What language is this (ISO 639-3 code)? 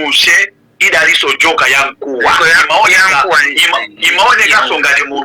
nya